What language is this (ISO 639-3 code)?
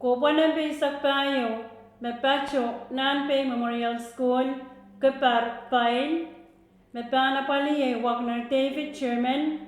pon